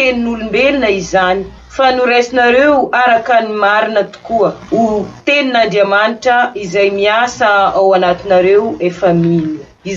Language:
Malagasy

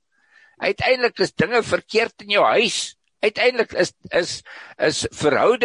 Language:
Afrikaans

